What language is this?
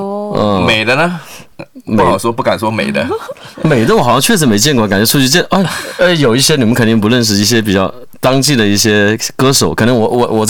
Chinese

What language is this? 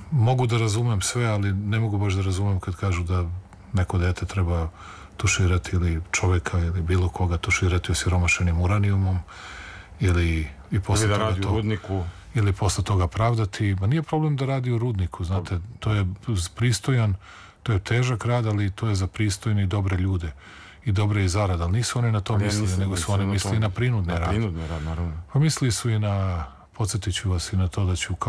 Serbian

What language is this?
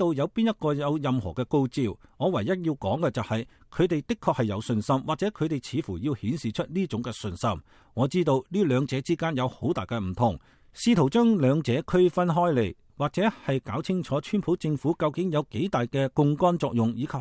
Cantonese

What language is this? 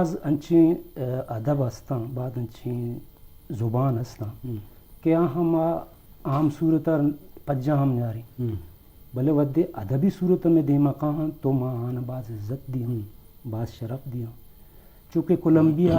Eastern Balochi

